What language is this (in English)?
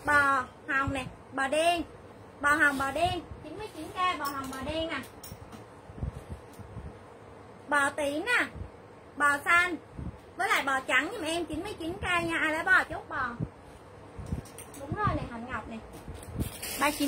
Vietnamese